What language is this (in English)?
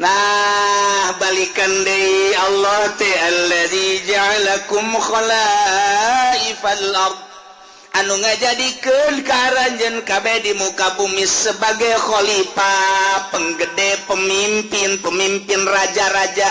Sundanese